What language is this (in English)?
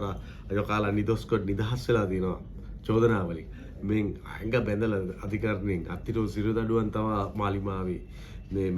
Sinhala